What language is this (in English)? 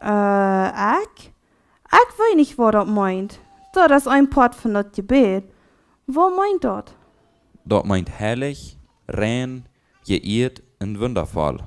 Plautdietsch